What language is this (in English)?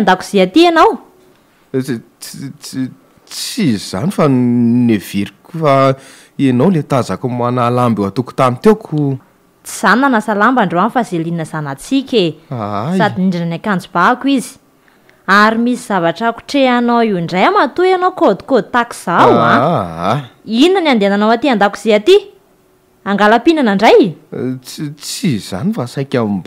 Malagasy